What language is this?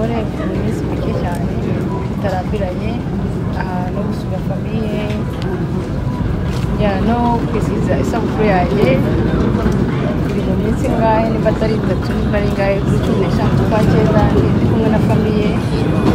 Kinyarwanda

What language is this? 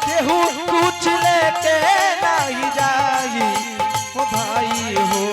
Angika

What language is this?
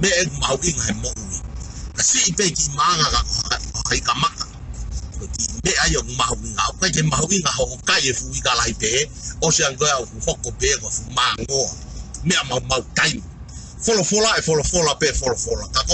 Tongan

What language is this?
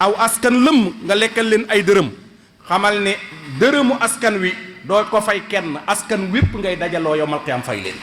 Wolof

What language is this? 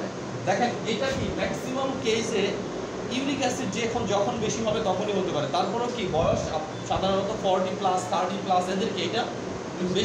Bangla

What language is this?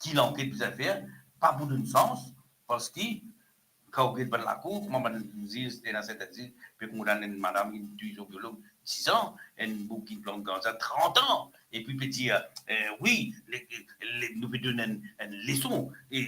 Morisyen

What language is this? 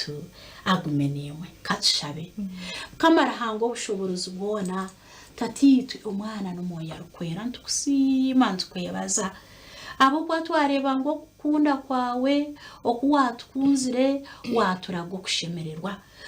Nyankole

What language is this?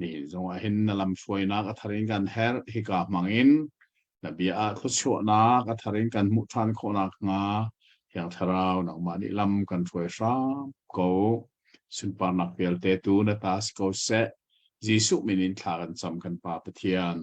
Hakha Chin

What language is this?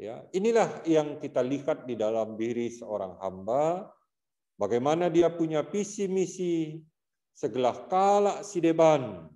Batak Karo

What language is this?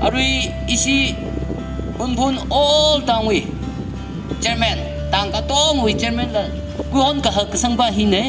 Tangkhul Naga (India)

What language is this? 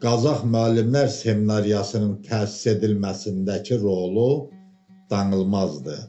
Azerbaijani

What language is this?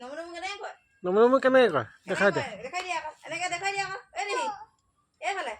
Assamese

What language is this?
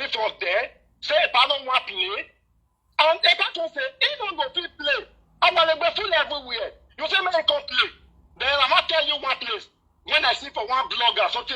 Nigerian Pidgin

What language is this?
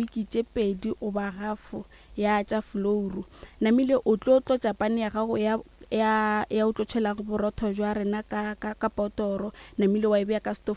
Northern Sotho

